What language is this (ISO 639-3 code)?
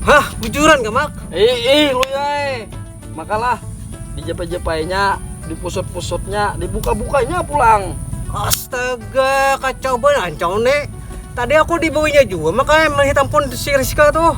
bjn